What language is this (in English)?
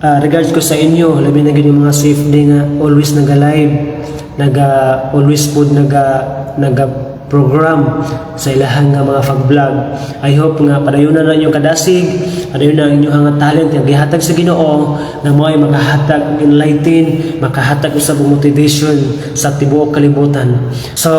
Cebuano